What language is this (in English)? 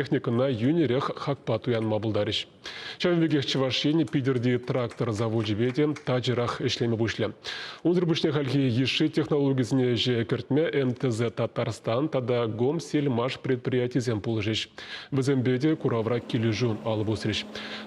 Chuvash